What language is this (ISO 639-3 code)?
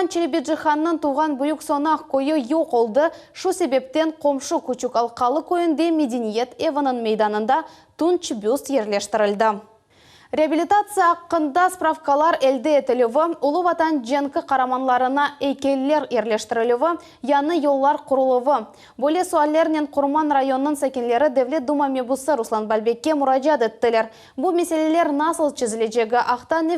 crh